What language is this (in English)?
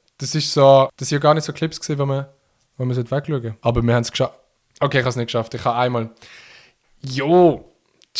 Swiss German